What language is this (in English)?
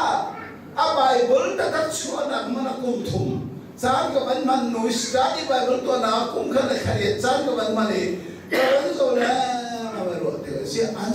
Hakha Chin